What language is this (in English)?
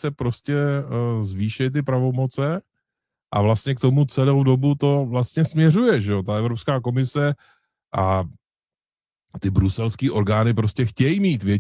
Czech